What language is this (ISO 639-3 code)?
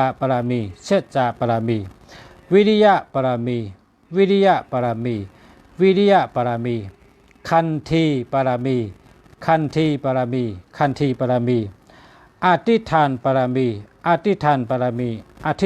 shn